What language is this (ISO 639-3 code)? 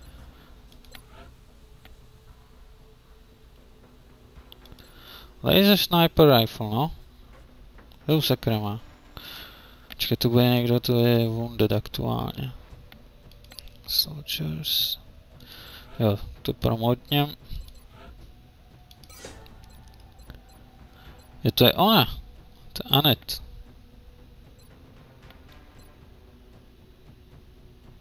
ces